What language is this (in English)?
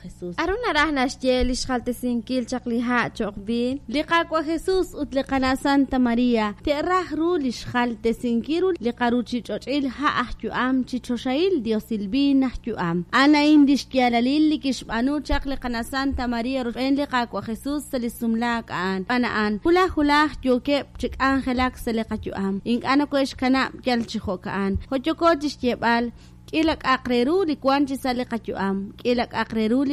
Kekchí